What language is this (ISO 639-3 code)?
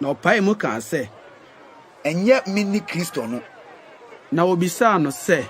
aka